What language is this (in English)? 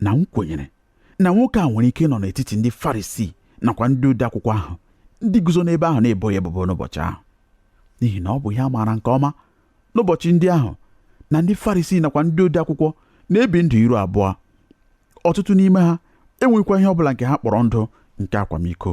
Igbo